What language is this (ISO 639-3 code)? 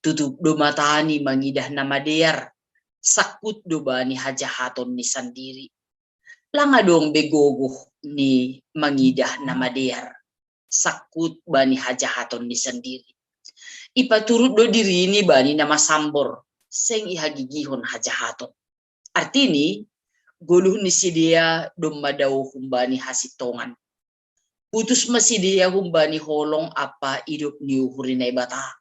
bts